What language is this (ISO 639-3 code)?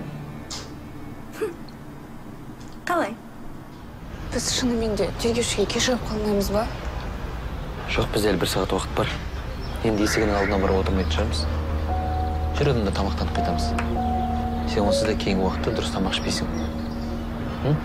kaz